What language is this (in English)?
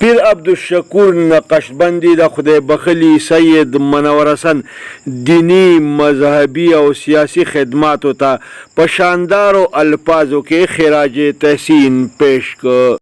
Pashto